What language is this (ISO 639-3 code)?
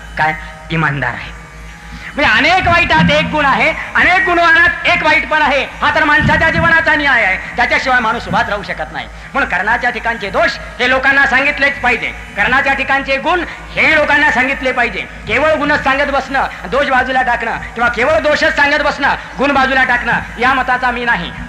mar